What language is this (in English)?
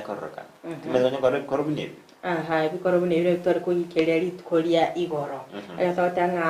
Gusii